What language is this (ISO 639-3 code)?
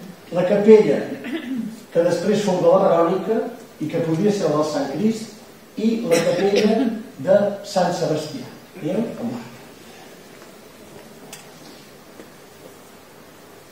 cat